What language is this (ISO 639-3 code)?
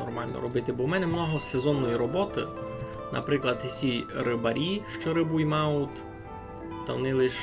rue